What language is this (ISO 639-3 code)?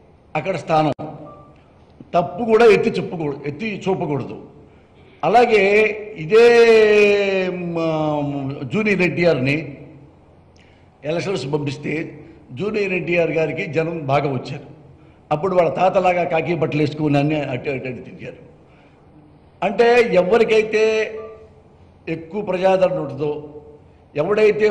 tel